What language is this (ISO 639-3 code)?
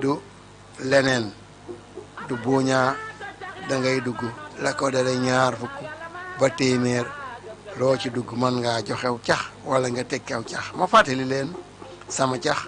wol